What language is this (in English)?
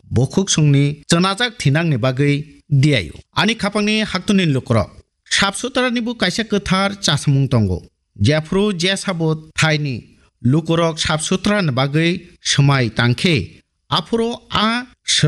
Kok Borok